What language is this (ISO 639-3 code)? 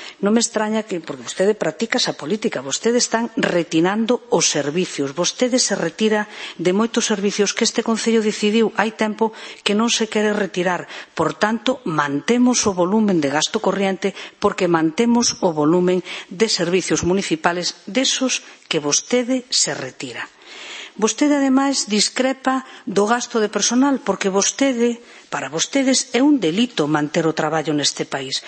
glg